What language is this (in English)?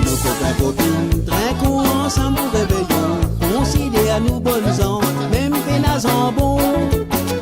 Morisyen